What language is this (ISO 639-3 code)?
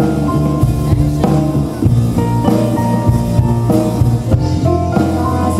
est